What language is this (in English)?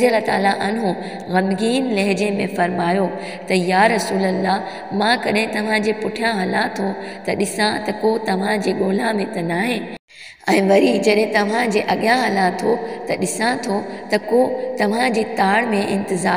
Sindhi